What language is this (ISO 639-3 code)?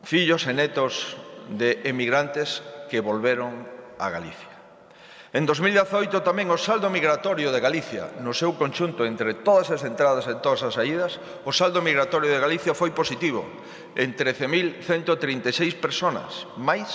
glg